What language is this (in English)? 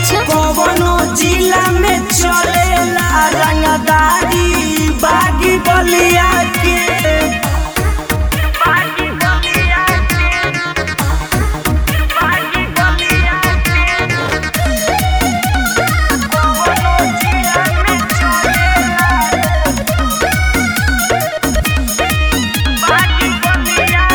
Bhojpuri